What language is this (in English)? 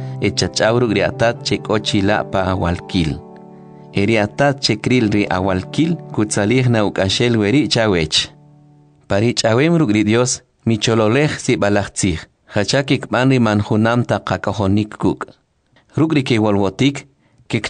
Kʼicheʼ